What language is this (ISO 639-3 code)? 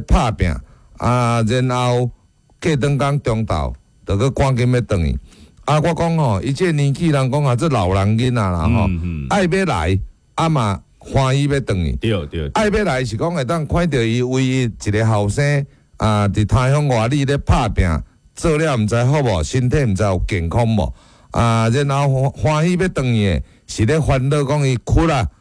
nan